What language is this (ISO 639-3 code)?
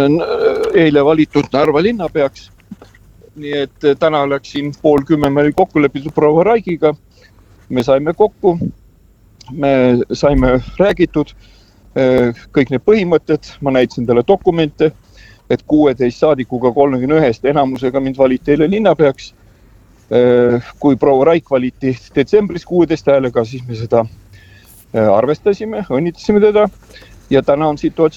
est